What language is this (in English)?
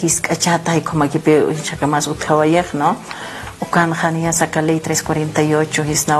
Aymara